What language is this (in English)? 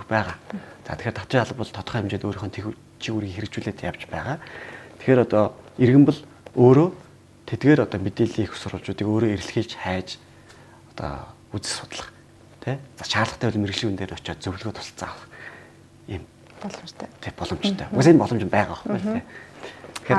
Mongolian